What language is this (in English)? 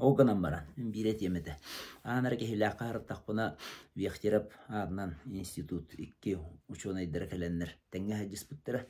Yakut